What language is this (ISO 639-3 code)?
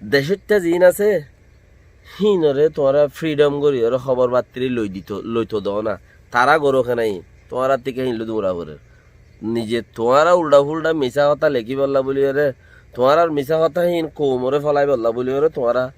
rhg